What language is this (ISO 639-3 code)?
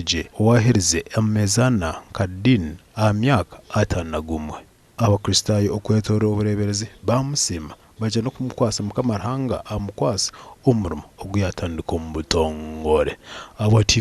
nyn